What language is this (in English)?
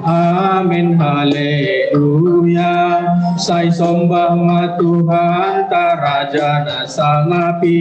Batak Simalungun